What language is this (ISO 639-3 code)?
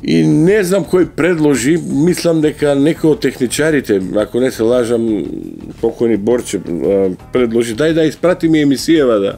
mkd